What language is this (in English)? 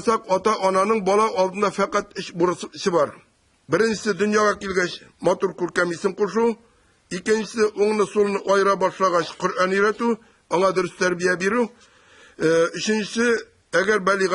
Tatar